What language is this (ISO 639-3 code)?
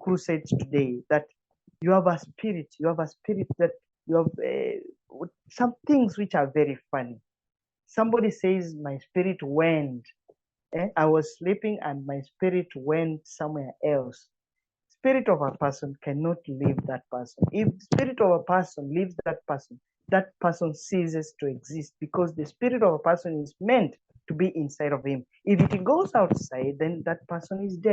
eng